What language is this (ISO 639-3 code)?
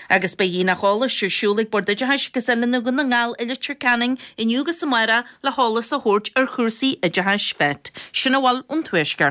gle